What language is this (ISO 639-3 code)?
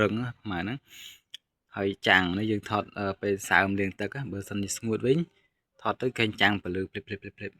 khm